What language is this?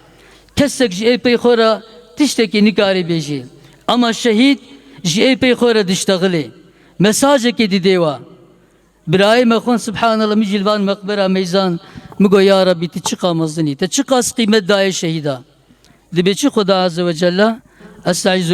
Kurdish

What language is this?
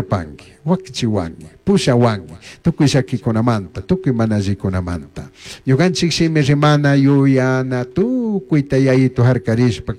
Chimborazo Highland Quichua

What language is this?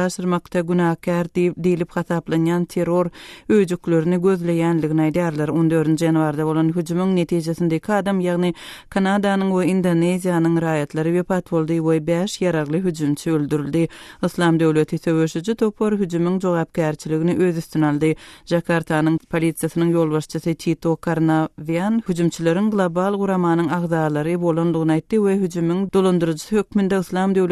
Turkmen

